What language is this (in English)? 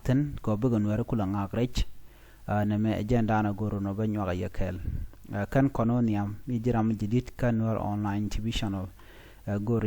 Nuer